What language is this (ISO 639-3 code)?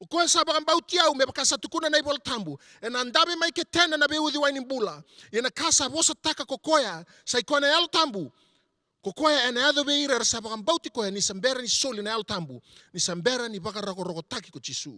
fij